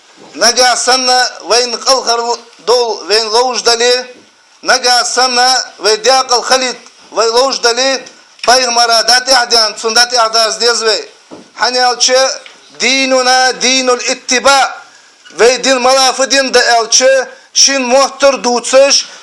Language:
Ingush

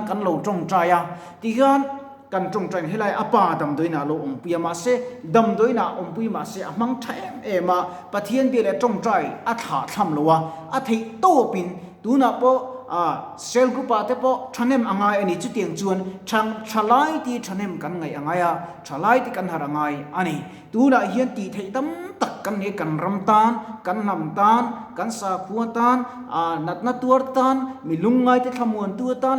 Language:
Mizo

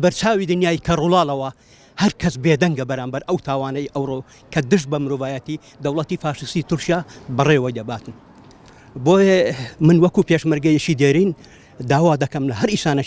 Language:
Central Kurdish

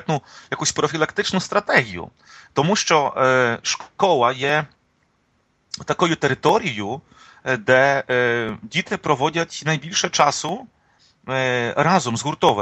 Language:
Ukrainian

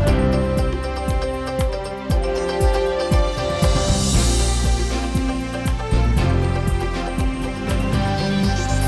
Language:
Udmurt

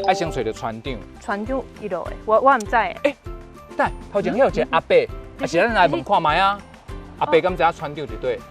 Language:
Min Nan Chinese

